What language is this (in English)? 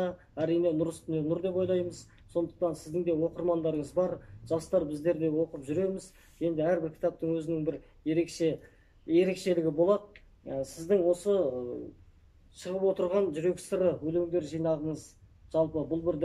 Kazakh